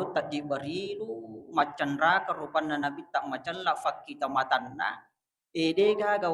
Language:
Buginese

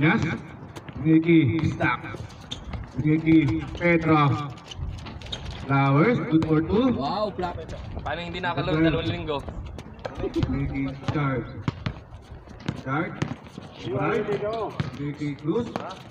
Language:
Filipino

